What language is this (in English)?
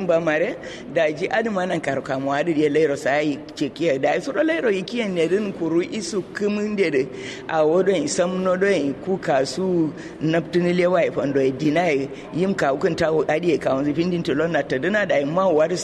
Kanuri